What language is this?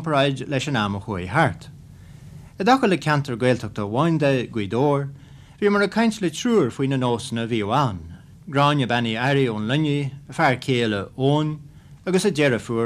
Irish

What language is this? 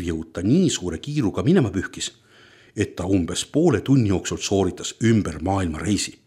Estonian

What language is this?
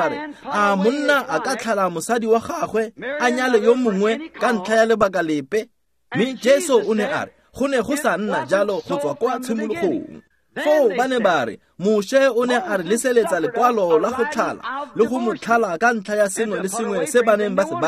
Tswana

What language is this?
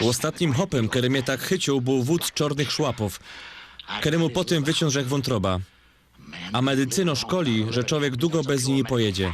Silesian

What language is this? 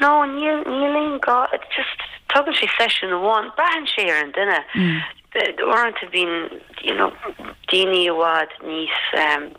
Irish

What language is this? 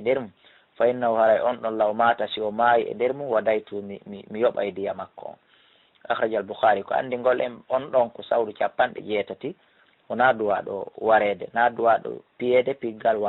Fula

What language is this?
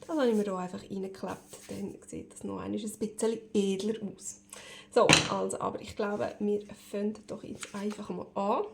Swiss German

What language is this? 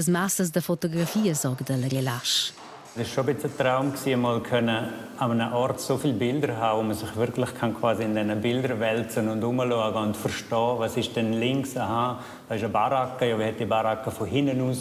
Romansh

